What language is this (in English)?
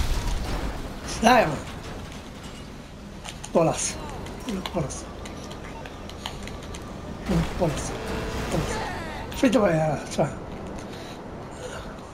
Swedish